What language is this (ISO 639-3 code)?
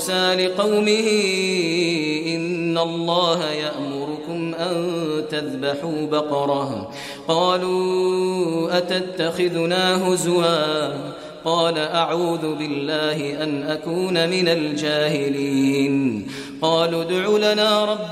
ara